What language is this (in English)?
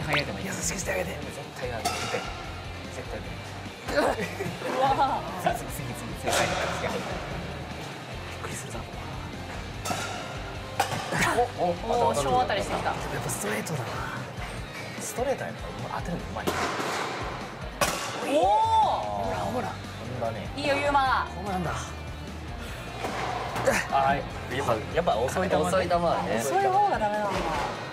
Japanese